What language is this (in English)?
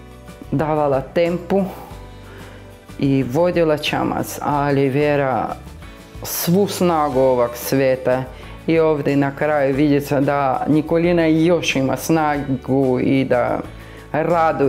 Croatian